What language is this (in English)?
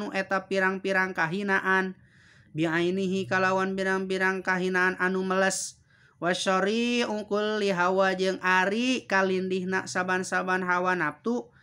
Sundanese